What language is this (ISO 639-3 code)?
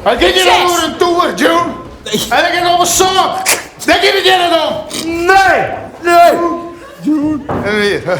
fry